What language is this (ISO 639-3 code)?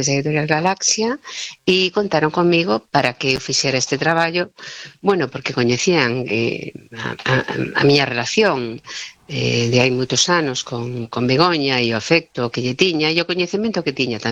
glg